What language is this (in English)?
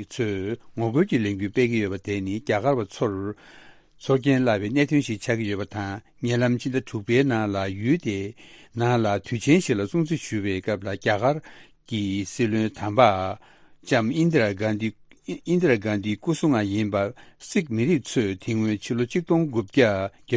Tibetan